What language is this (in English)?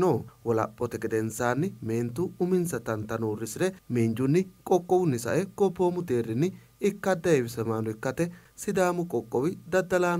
Sidamo